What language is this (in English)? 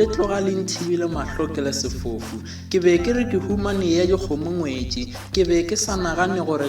Northern Sotho